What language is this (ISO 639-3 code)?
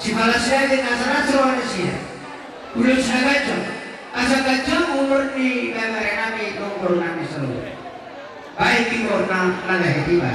bbc